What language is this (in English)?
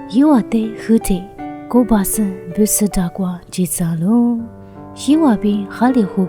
Lisu